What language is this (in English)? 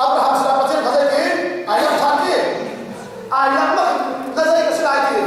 Hakha Chin